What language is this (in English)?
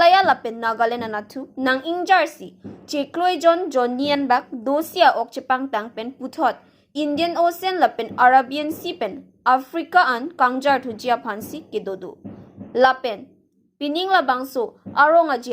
Karbi